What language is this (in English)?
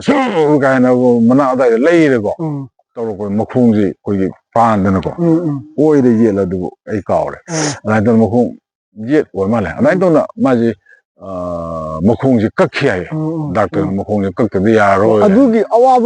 Manipuri